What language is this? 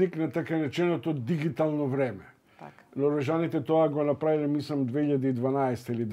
Macedonian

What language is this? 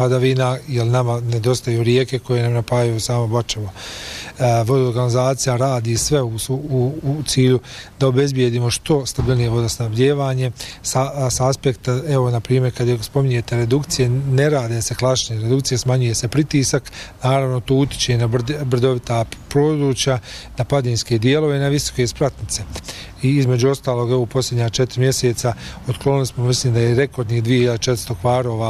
Bosnian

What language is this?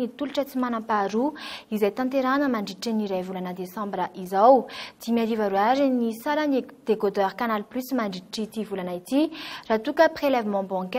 Malagasy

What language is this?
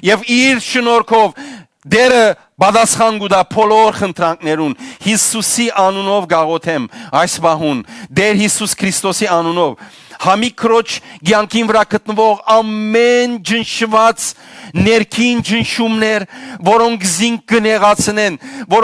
Western Armenian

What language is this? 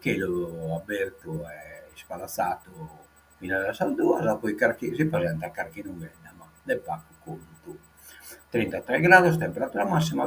Sardinian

